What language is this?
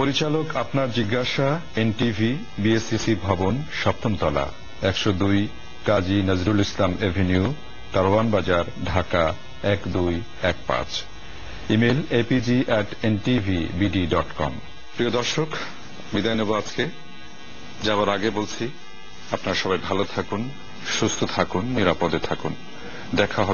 Bangla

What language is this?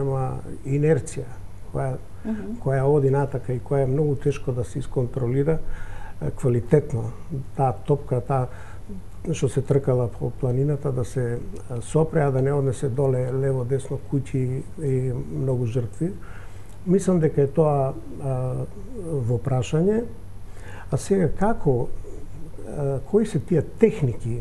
Macedonian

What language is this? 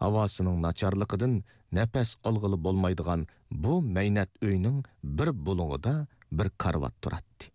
Uyghur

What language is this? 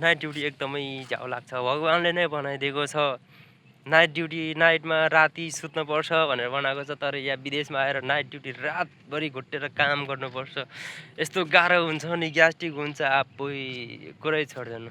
Nepali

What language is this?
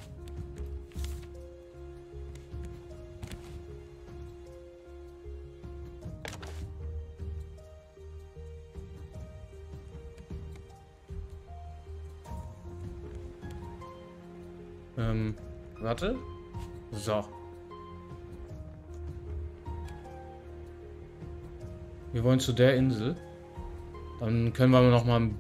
German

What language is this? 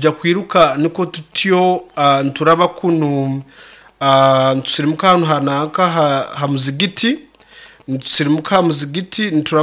Nyoro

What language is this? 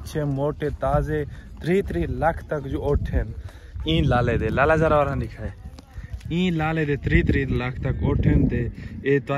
Saraiki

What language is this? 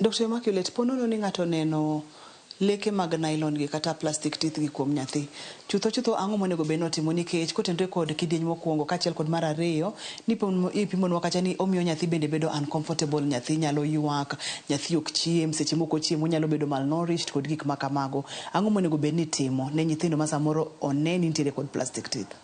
Luo (Kenya and Tanzania)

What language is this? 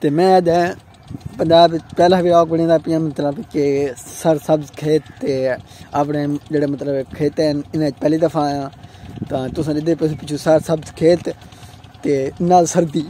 Saraiki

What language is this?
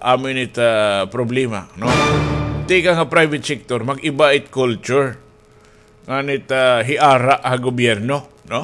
Waray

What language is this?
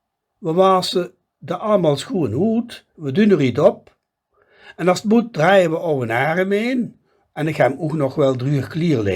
Limburgish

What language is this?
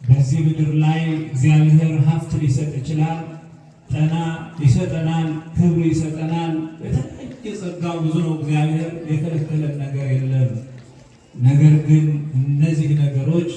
Amharic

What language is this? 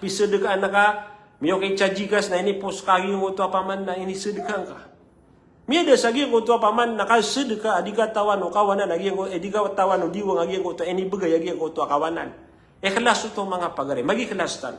Maranao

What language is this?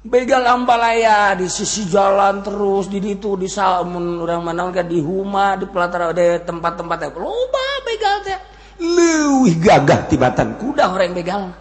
Sundanese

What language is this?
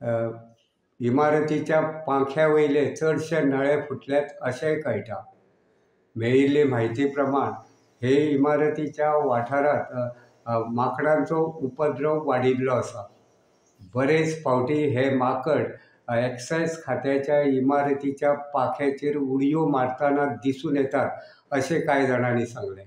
Konkani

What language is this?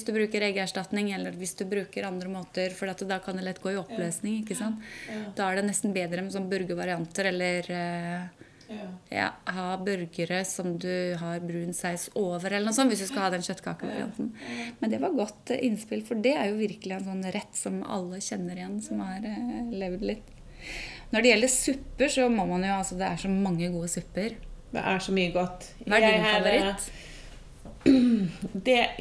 Norwegian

